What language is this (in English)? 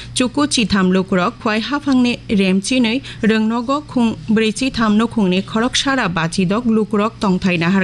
Kok Borok